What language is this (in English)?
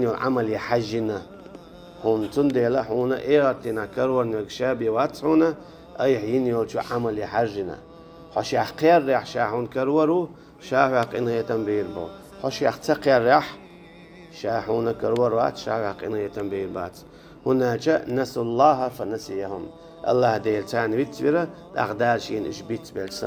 Chechen